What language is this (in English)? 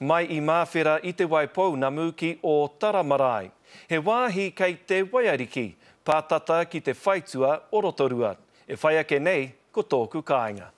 Māori